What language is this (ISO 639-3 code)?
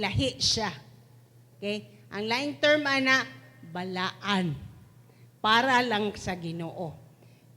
ceb